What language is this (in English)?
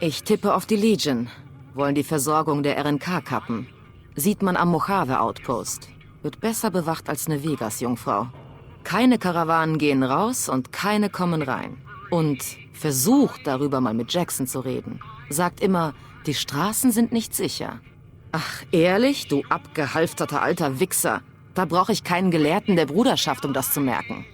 Bavarian